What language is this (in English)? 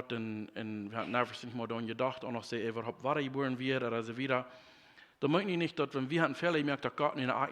Plautdietsch